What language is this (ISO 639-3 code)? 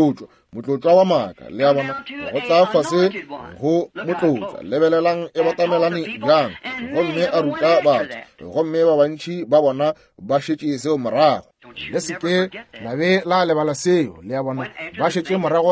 nso